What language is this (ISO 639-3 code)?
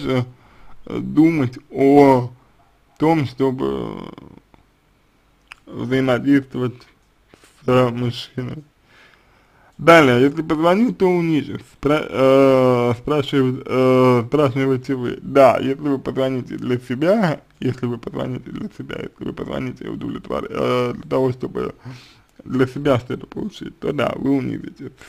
rus